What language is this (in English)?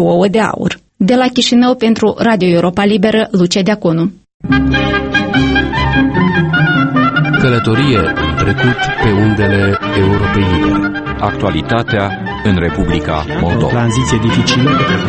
Romanian